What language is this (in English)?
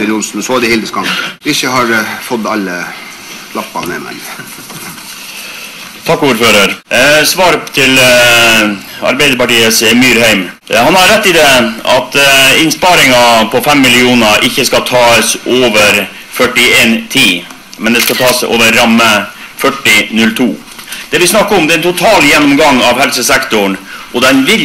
Norwegian